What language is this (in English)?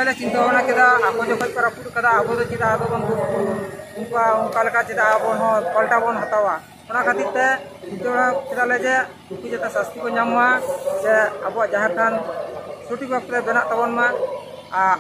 Santali